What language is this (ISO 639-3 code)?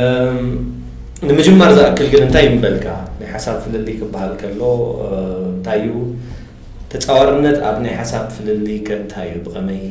tir